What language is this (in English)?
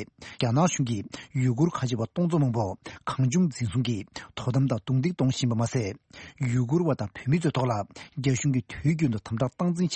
Tibetan